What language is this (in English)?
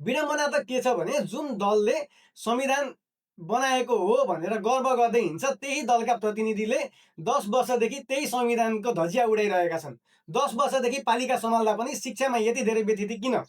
Nepali